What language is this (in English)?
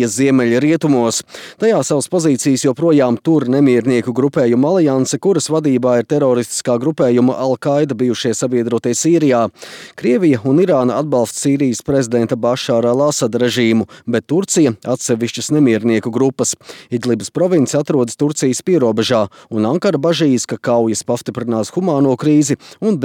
Latvian